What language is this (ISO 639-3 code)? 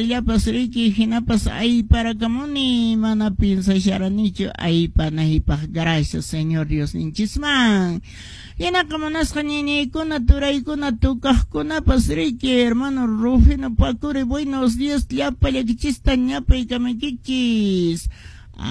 que